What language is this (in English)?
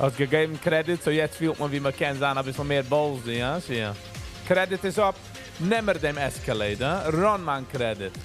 Yiddish